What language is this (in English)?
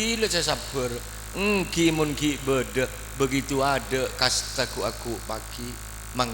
Madurese